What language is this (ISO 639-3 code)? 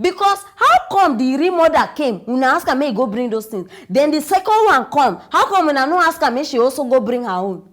pcm